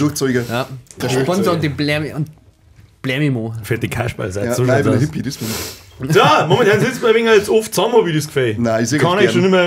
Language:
Bavarian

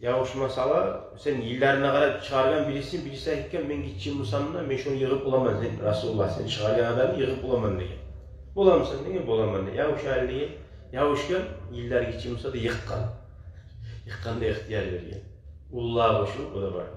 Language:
Kumyk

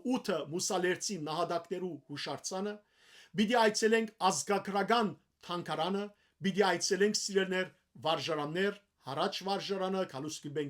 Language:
Western Armenian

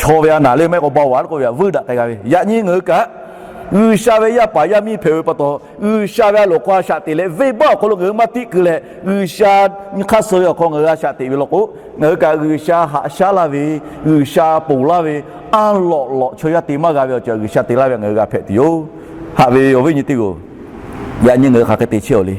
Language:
Lahu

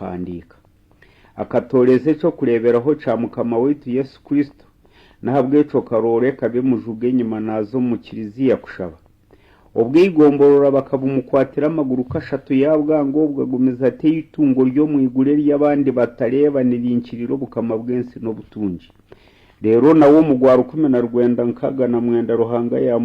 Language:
Nyankole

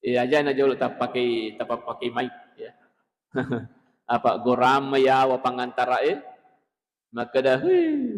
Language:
Buginese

